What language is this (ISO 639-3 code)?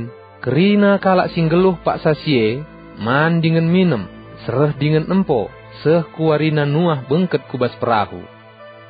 btx